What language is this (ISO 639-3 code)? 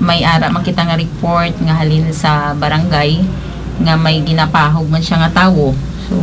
hil